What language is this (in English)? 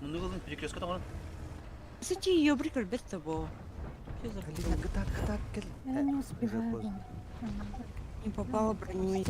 Yakut